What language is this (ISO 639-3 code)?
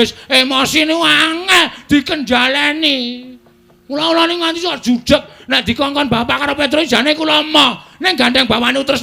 jav